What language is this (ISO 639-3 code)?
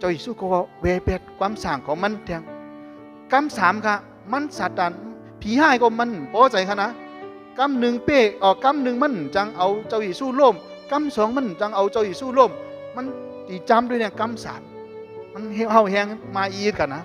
shn